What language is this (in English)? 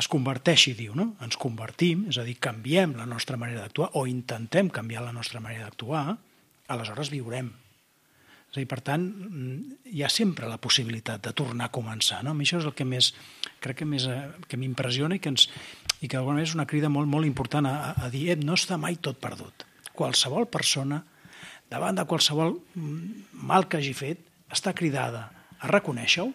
Catalan